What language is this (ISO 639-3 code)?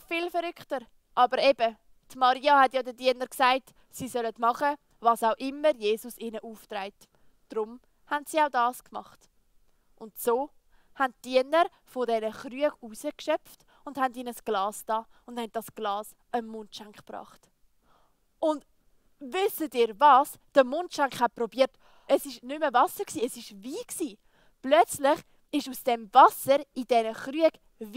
gsw